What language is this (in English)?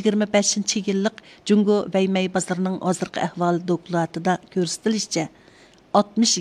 Uyghur